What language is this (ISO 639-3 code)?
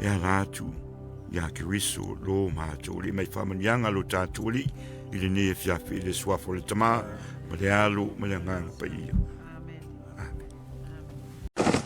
smo